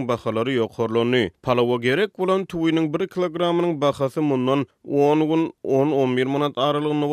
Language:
Turkmen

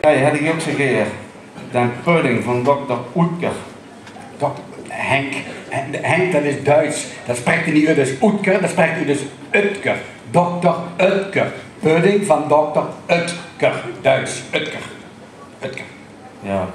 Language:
Limburgish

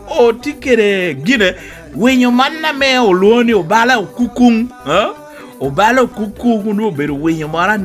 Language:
Lango (Uganda)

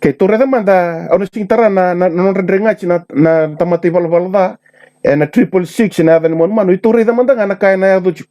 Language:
Fijian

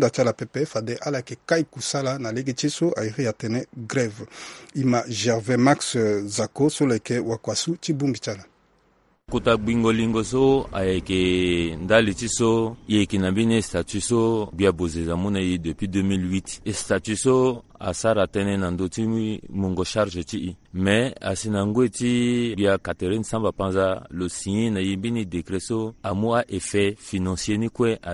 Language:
Sango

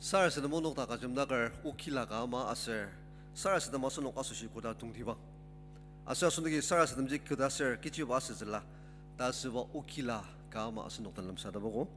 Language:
Ao Naga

